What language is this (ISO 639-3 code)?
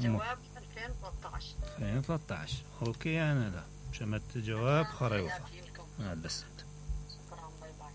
acm